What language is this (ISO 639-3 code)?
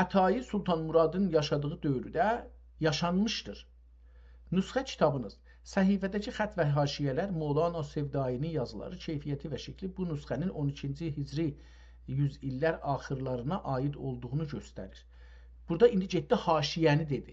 azb